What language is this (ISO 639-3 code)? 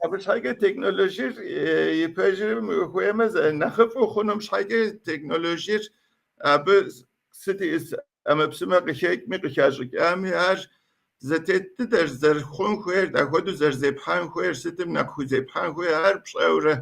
kbd